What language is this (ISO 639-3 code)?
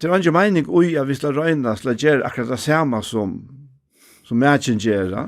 fao